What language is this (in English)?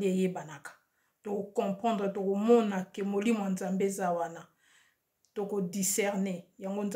Lingala